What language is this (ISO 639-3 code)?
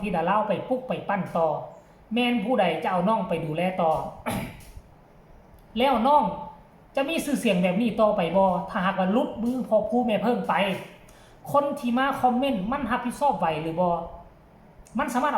tts